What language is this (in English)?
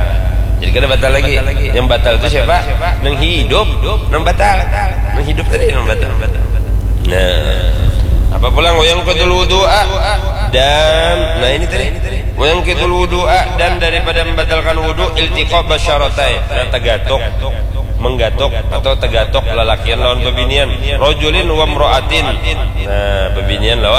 Banjar